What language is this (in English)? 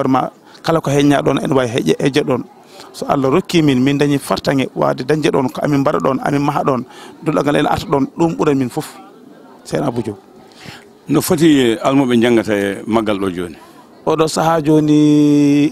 Fula